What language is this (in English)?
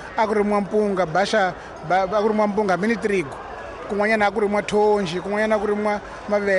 Tsonga